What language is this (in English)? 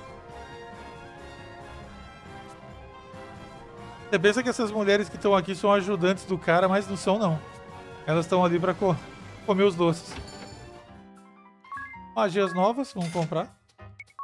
Portuguese